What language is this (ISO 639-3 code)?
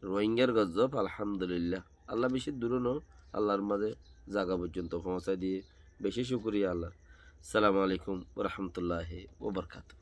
rhg